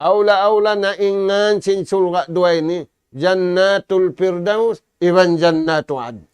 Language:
Tausug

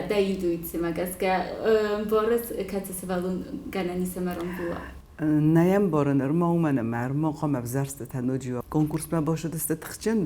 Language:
Ossetic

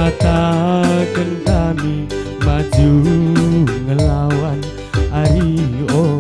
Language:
Batak Karo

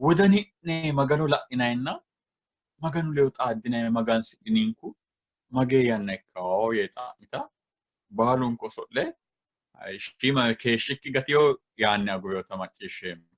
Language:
Sidamo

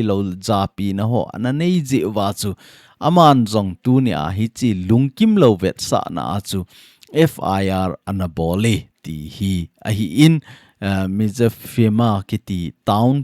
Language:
Thado Chin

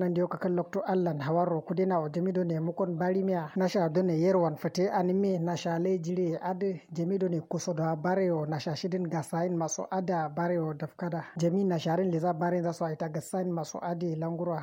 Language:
Kanuri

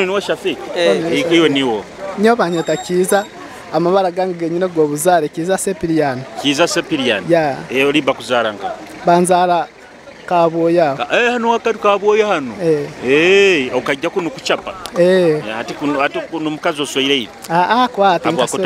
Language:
Nyoro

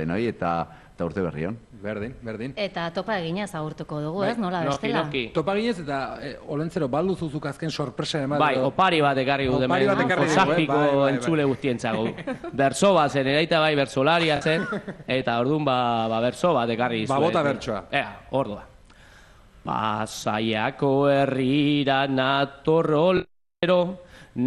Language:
Basque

